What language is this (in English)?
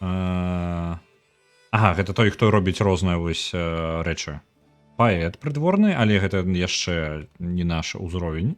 Belarusian